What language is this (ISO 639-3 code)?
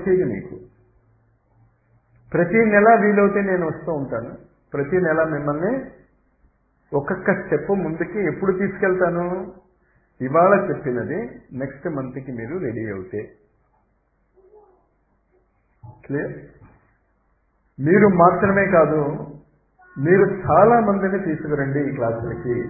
tel